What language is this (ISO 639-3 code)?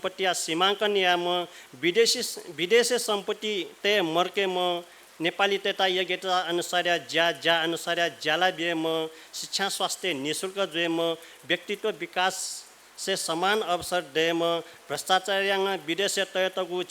new